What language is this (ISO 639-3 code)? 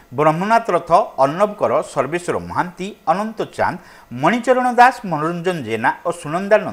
ori